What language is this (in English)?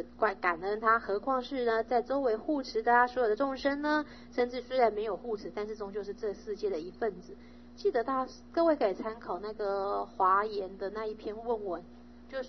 Chinese